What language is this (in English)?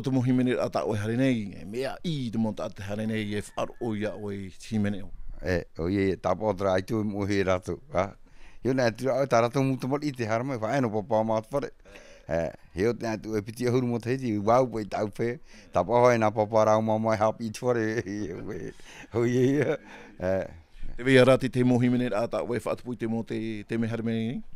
Tahitian